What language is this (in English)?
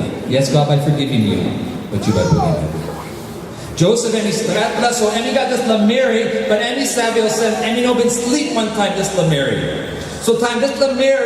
Tok Pisin